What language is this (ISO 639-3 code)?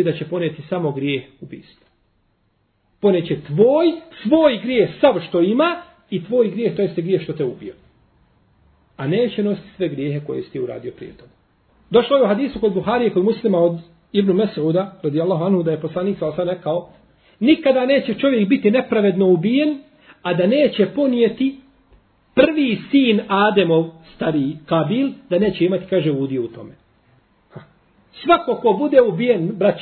bos